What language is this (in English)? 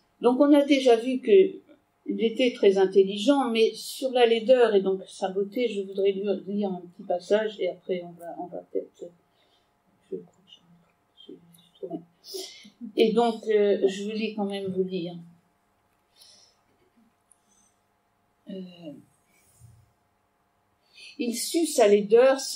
French